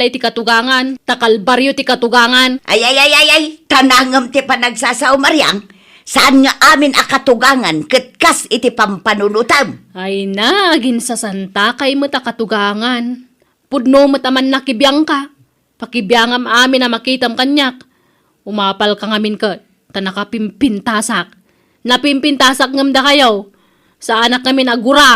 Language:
Iloko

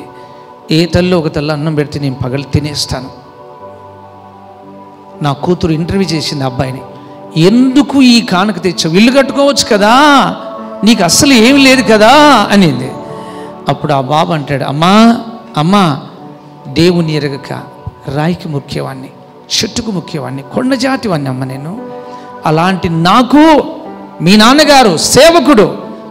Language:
Telugu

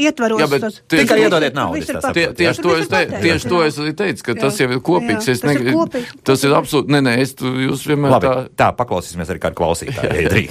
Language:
Latvian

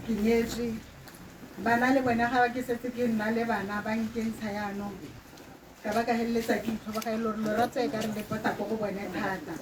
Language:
Tswana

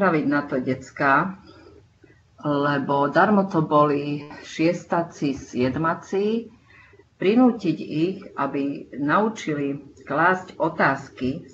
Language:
Slovak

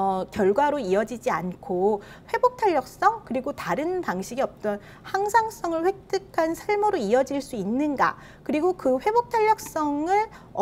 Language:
Korean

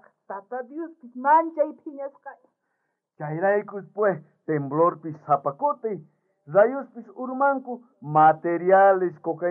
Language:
South Bolivian Quechua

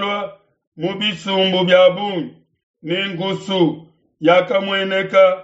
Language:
Luba-Lulua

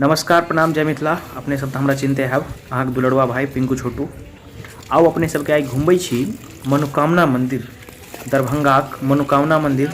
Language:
Maithili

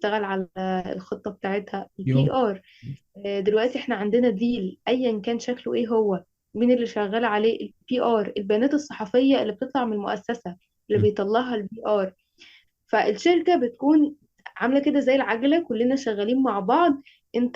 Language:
Egyptian Arabic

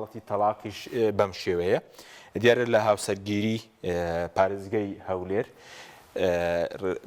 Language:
Central Kurdish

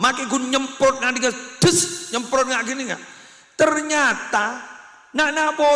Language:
Madurese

